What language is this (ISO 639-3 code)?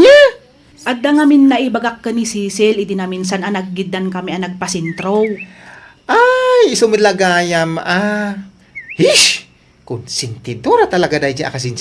ilo